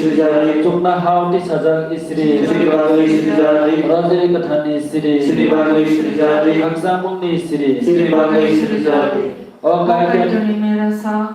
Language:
Kok Borok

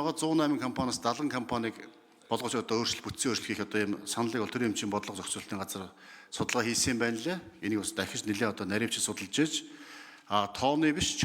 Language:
Mongolian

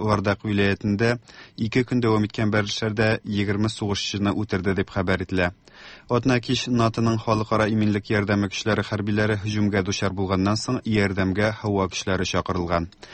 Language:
Tatar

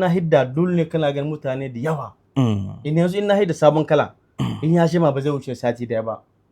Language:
Hausa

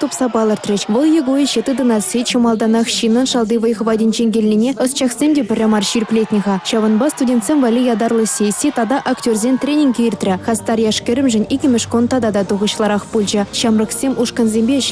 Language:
Chuvash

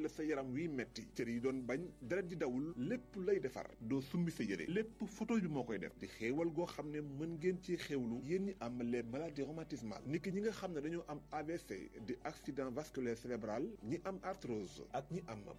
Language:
Wolof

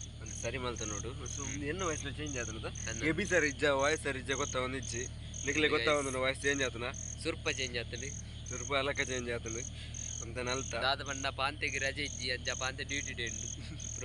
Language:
Tulu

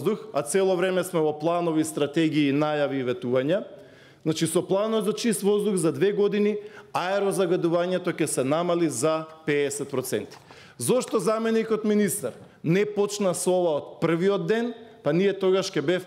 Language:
Macedonian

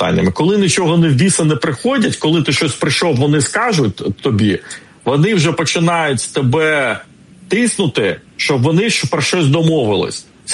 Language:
Ukrainian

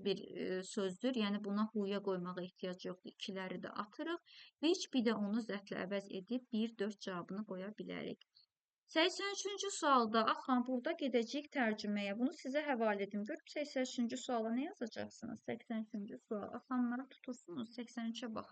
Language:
Azerbaijani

